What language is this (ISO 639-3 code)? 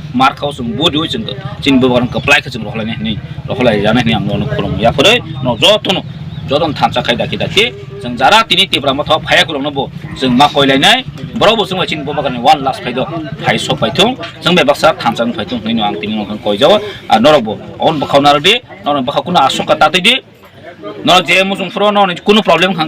trp